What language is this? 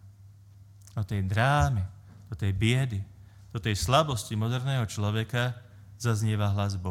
Slovak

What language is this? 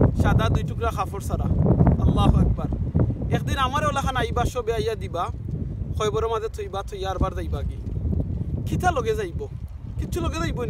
Sylheti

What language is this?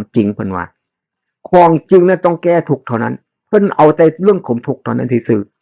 Northeastern Thai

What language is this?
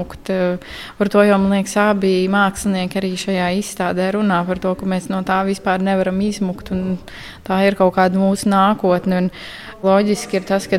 Latvian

